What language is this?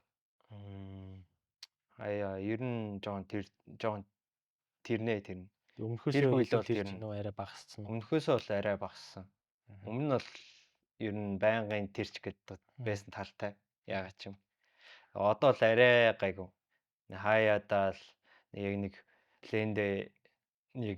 Mongolian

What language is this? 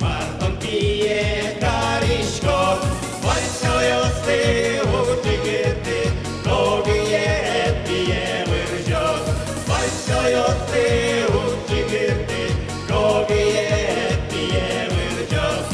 Udmurt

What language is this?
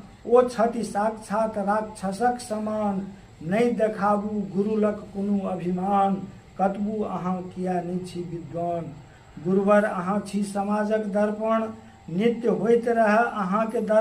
Maithili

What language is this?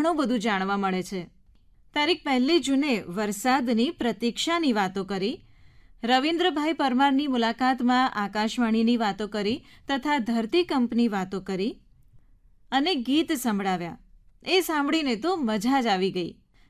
Gujarati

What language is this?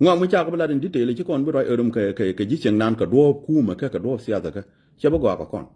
Nuer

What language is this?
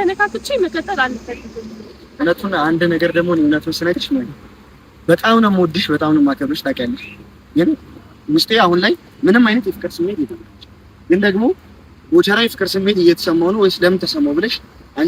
Amharic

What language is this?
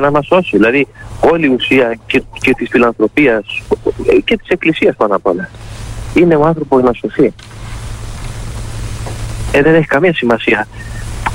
Greek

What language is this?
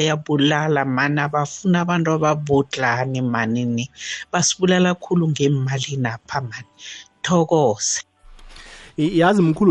South Ndebele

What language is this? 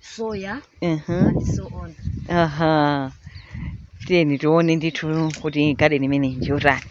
Nyanja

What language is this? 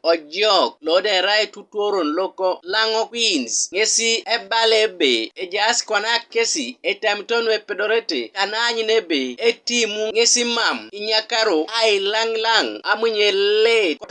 Teso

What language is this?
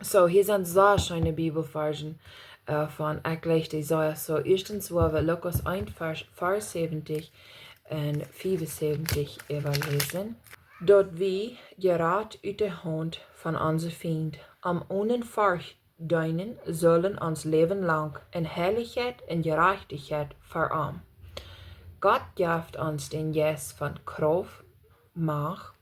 Plautdietsch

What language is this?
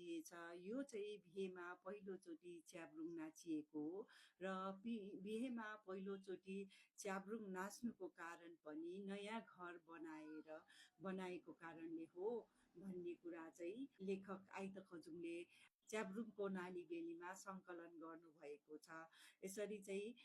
Nepali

